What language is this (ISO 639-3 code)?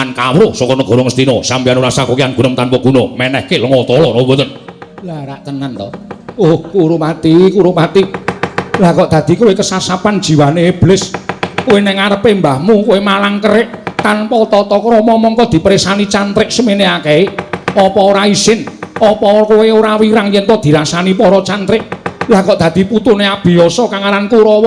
jav